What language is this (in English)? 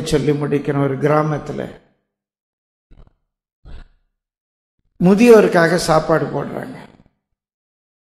Tamil